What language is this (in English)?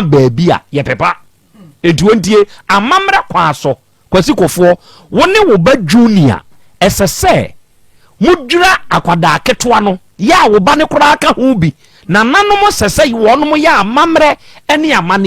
Akan